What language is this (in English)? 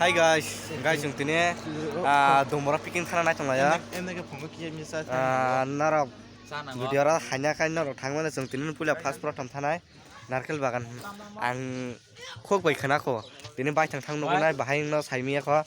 Kok Borok